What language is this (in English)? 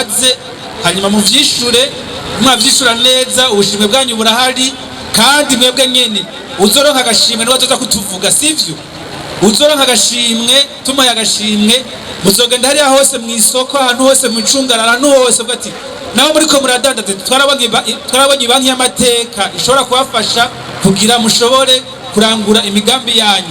Rundi